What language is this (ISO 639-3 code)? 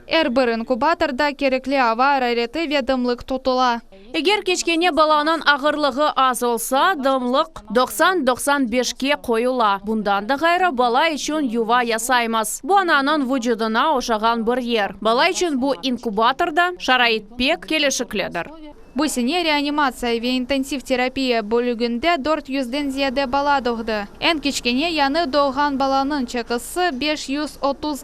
crh